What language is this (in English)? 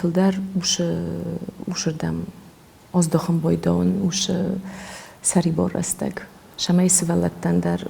Ossetic